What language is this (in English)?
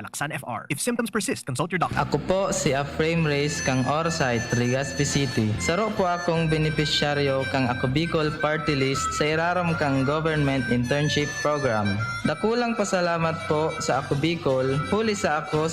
Bikol